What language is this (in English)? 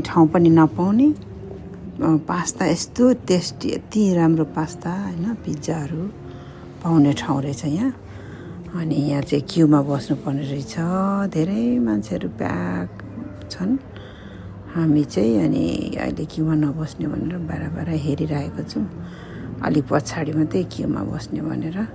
Nepali